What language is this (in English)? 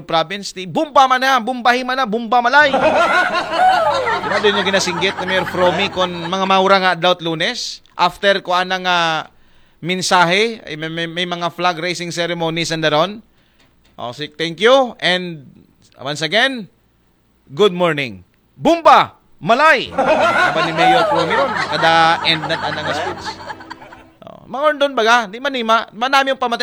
Aklanon